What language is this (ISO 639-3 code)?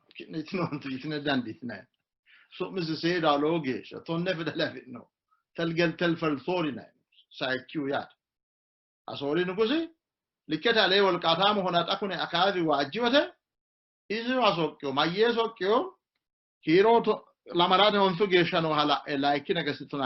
sid